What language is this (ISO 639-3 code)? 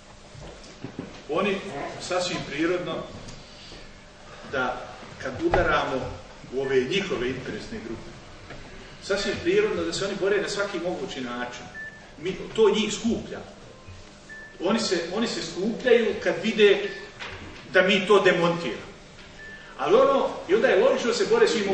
bos